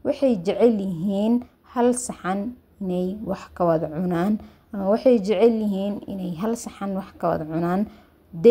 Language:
Somali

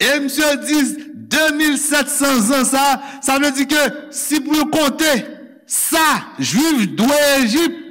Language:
Haitian Creole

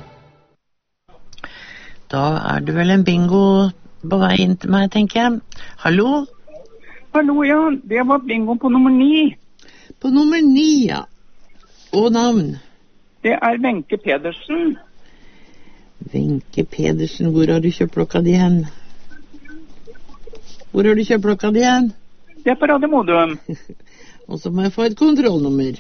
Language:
Norwegian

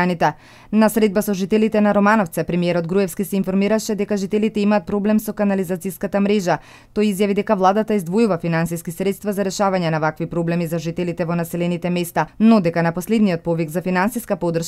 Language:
Macedonian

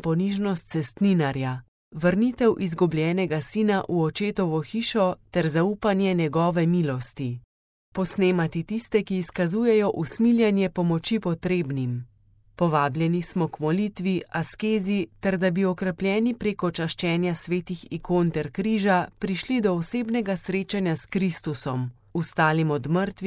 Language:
Slovenian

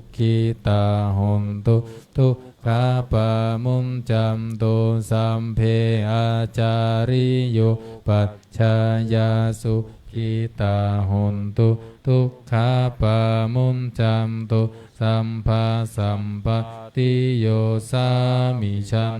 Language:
Pali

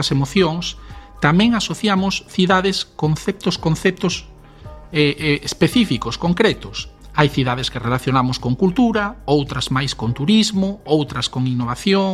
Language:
Galician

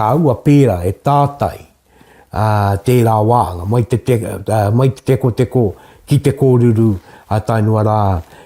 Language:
Māori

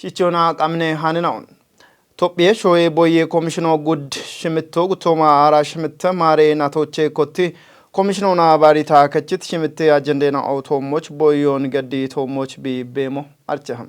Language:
Kafa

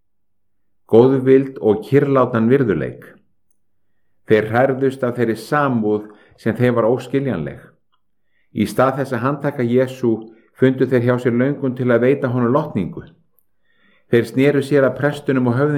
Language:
Icelandic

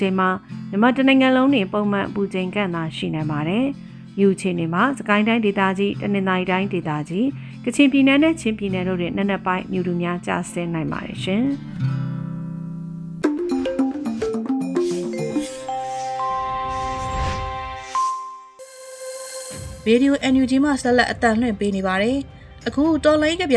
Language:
Burmese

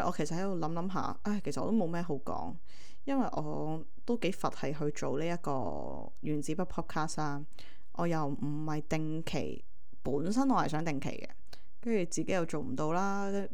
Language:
Cantonese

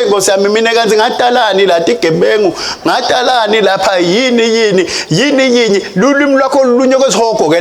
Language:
Swati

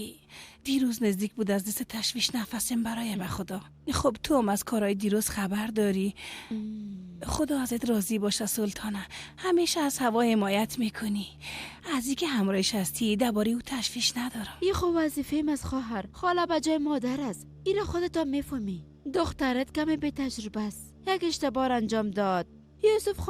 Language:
Persian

